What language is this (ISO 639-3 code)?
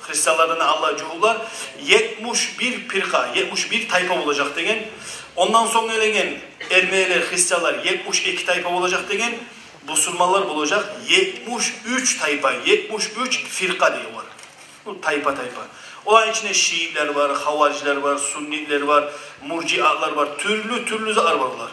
kum